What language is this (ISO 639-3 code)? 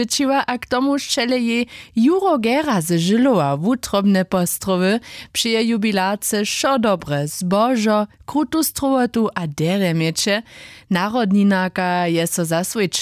hsb